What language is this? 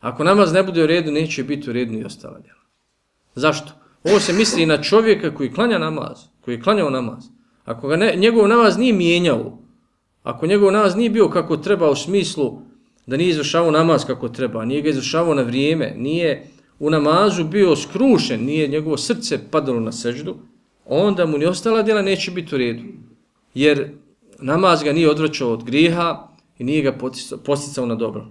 Bosnian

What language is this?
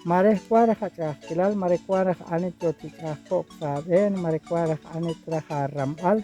Kekchí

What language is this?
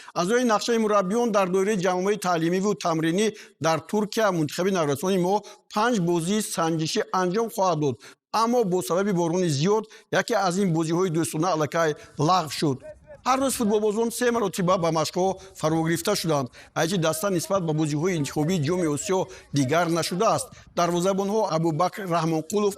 Tajik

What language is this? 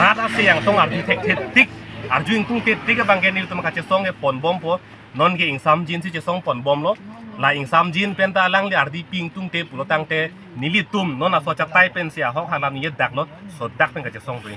Karbi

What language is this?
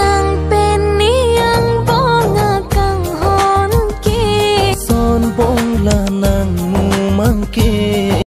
Karbi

